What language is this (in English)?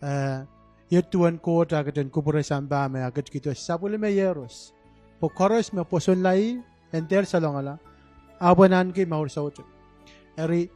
Pohnpeian